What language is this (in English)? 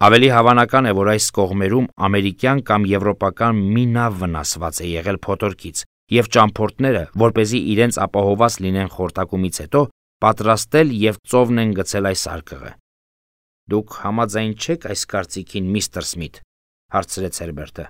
Armenian